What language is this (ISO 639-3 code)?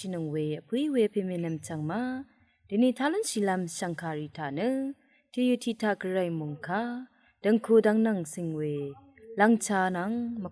raw